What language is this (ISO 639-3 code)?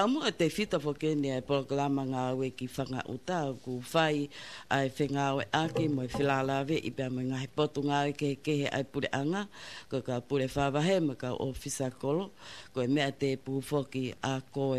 ton